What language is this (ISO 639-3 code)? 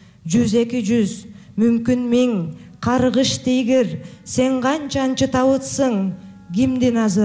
kir